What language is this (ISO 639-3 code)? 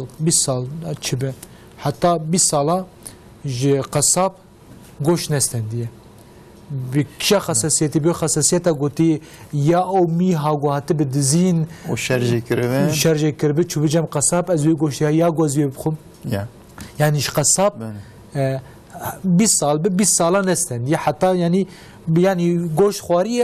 kur